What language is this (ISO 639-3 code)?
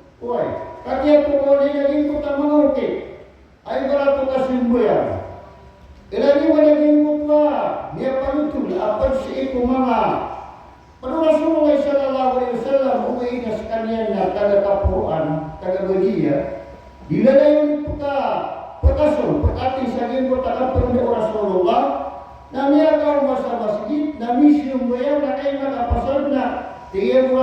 mrw